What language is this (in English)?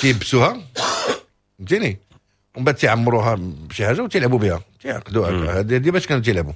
Moroccan Arabic